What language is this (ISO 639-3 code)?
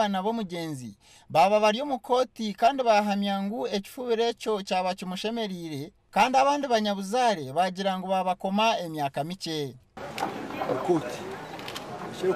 nyn